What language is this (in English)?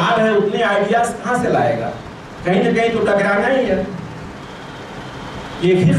Hindi